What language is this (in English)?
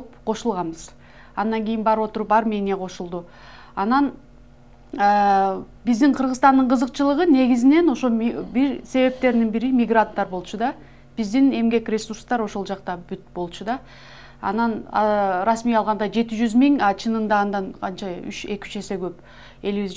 Kyrgyz